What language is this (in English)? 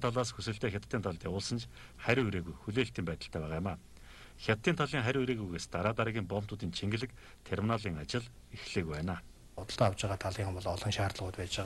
Mongolian